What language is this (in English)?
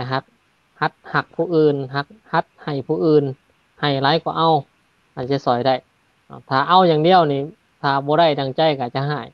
Lao